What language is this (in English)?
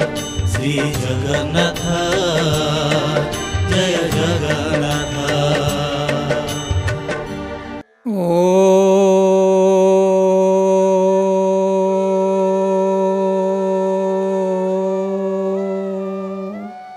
Odia